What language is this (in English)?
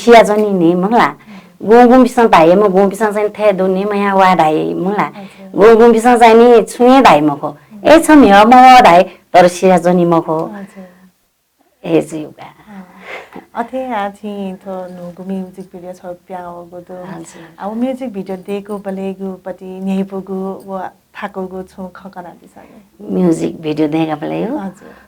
Newari